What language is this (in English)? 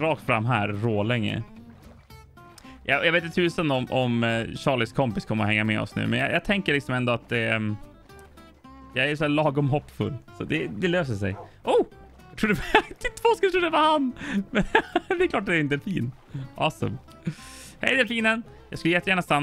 Swedish